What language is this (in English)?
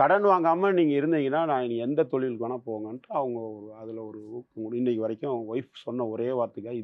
Tamil